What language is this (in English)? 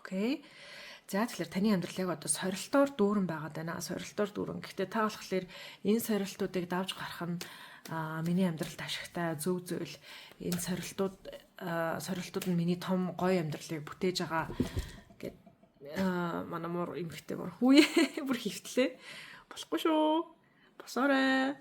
Mongolian